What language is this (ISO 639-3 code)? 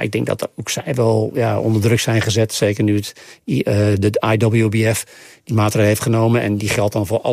nld